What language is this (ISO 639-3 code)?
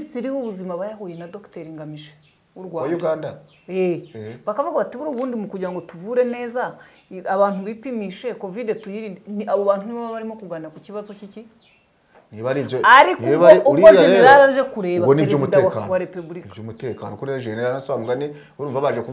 kin